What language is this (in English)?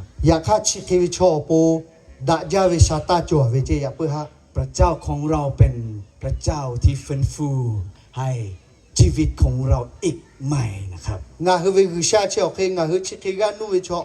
Lahu